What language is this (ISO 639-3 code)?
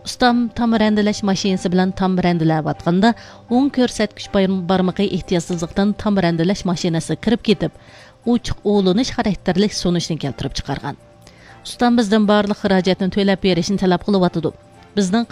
uig